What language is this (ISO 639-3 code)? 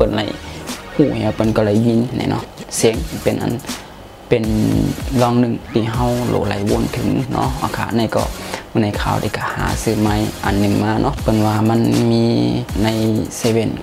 shn